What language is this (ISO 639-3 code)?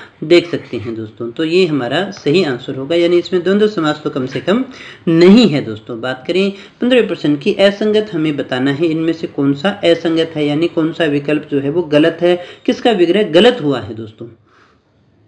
hin